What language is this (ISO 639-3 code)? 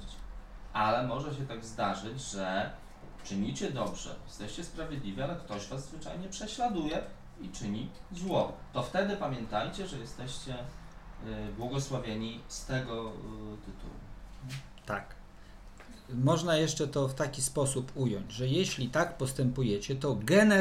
pol